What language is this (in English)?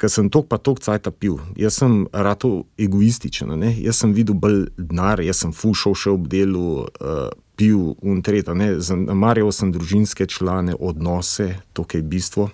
Slovenian